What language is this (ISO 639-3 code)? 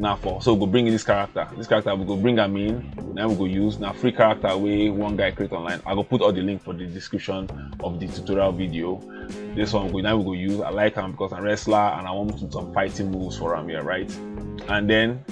pcm